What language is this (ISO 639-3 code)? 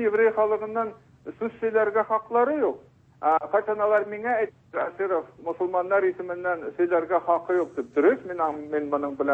tat